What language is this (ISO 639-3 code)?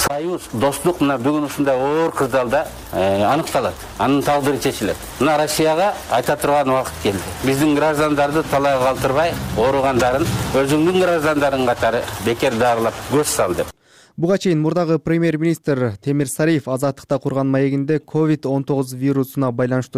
kir